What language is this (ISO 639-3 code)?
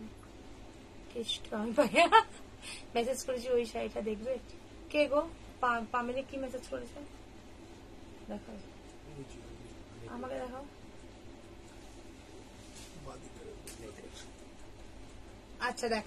ben